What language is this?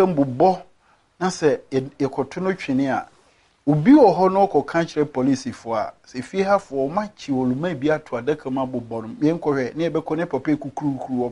Akan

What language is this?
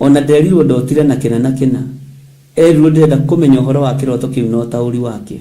Kikuyu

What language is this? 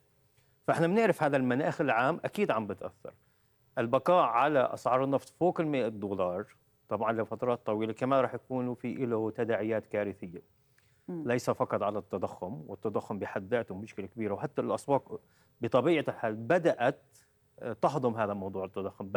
North Levantine Arabic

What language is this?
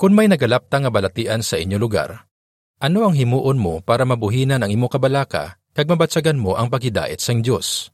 Hiligaynon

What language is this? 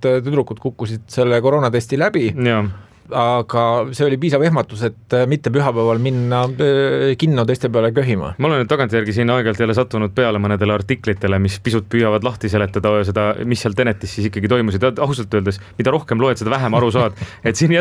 Estonian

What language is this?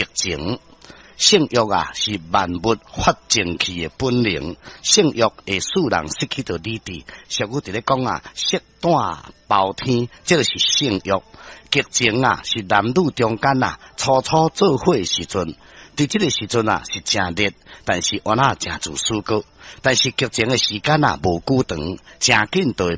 Min Nan Chinese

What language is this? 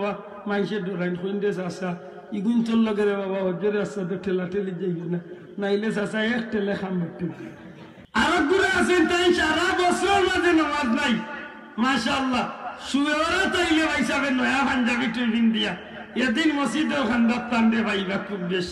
Sylheti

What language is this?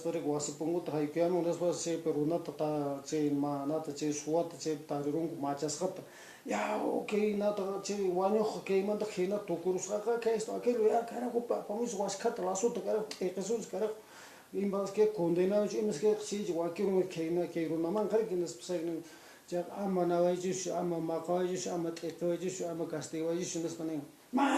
Quechua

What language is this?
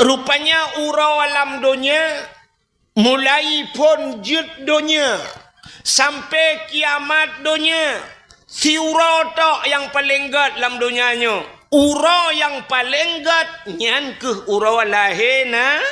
Achinese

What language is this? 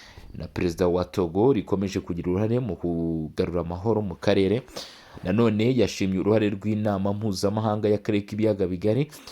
Kinyarwanda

